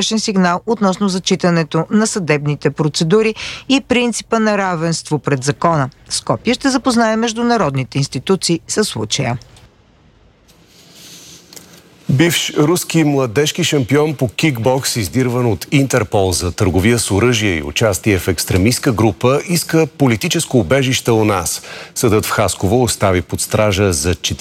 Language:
Bulgarian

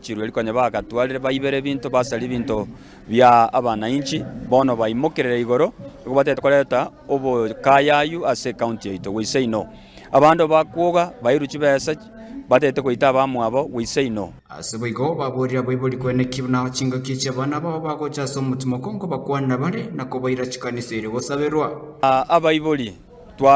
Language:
Gusii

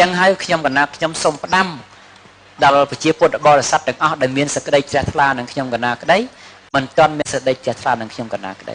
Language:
Khmer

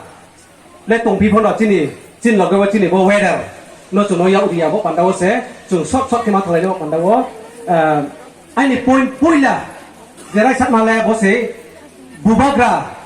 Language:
Riang (India)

